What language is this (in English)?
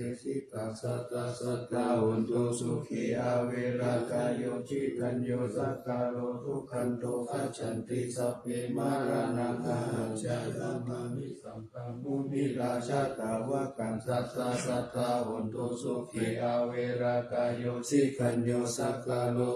Pali